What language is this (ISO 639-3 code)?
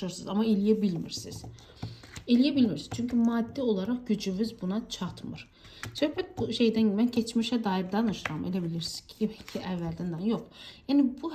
aze